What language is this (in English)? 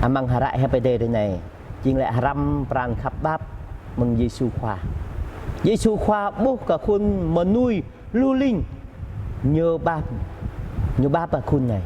Jarai